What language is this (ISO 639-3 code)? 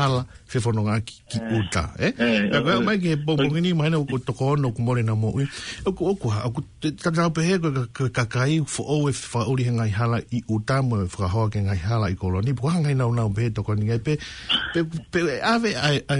ton